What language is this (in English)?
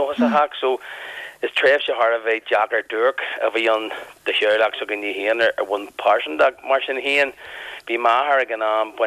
Irish